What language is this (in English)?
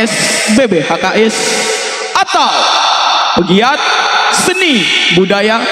Betawi